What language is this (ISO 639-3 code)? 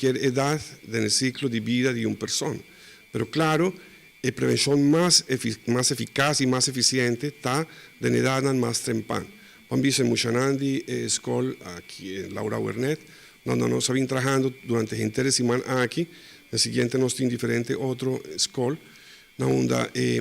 pap